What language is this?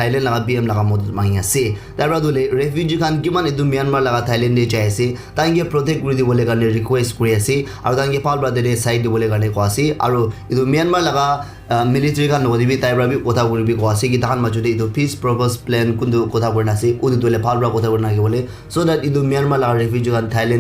Naga Pidgin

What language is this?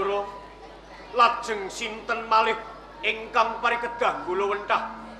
Javanese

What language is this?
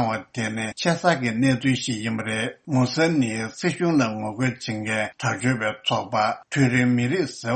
Tibetan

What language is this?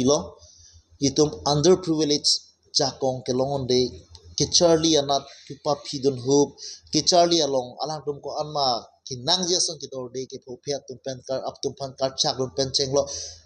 Karbi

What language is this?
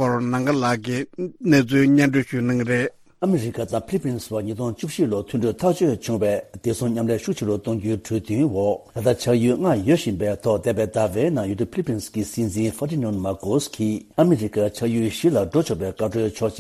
Tibetan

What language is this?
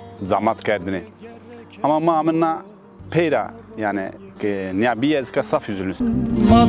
Zaza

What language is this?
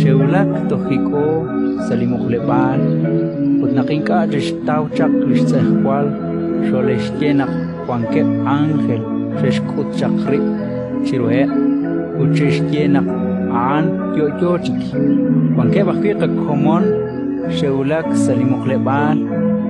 Kekchí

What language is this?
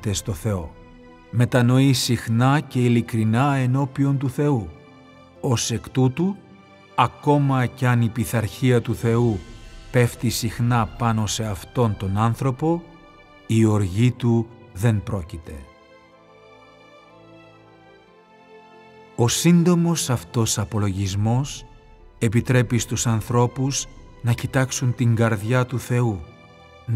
Greek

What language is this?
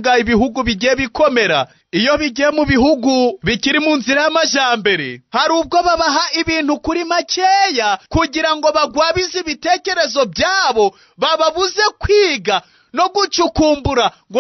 Kinyarwanda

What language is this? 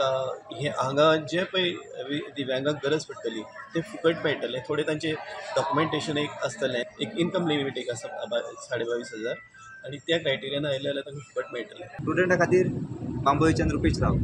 Konkani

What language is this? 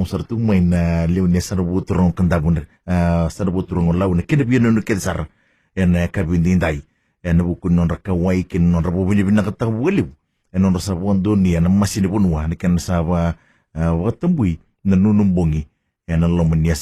Fijian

